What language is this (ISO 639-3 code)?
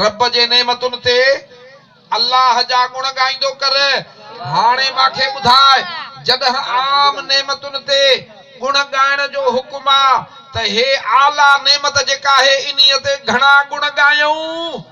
snd